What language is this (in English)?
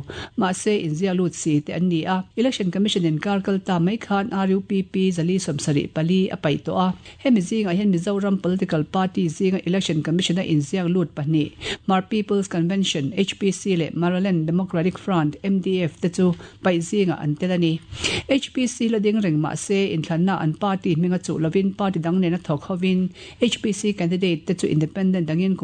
Mizo